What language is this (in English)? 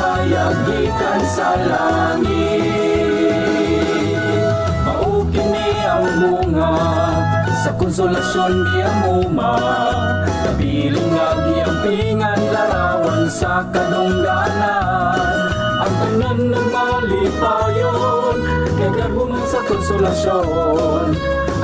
Cebuano